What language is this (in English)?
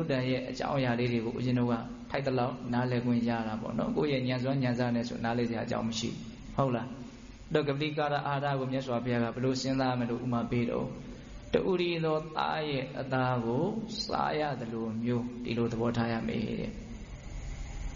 Burmese